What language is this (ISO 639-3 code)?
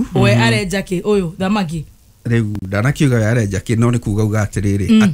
kik